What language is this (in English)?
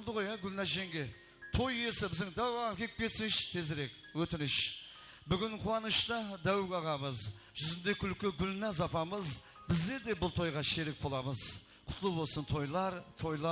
Kara-Kalpak